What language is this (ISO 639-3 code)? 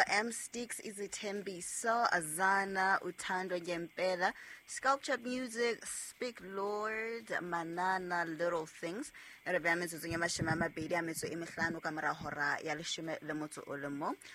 sot